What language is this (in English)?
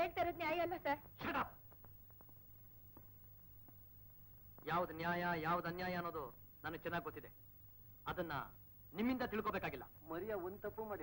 Kannada